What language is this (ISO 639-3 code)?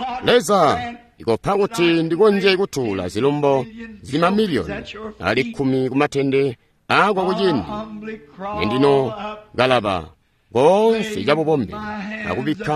toi